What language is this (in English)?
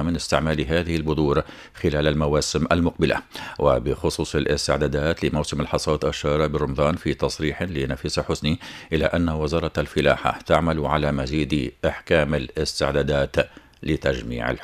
Arabic